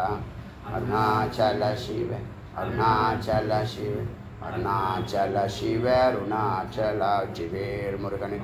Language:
Tamil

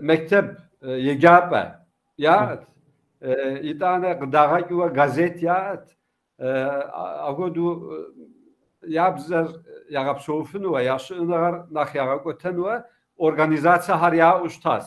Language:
Kabardian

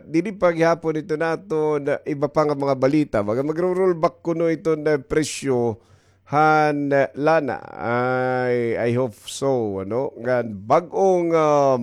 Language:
Waray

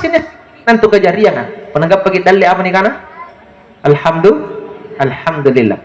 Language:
Makasar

